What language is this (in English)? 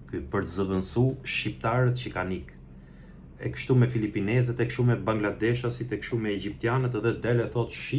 Albanian